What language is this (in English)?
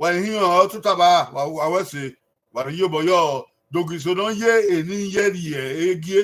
Bini